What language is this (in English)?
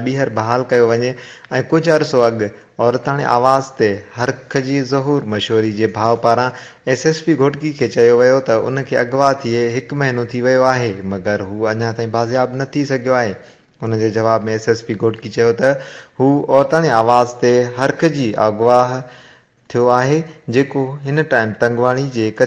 Sindhi